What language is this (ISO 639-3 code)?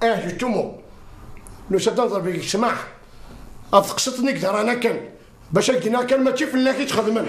kab